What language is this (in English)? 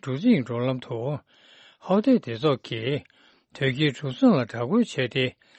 Tibetan